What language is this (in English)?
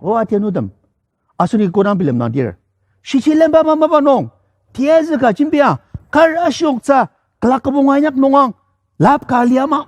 Ao Naga